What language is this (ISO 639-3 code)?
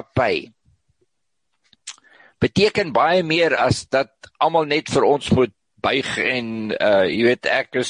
afr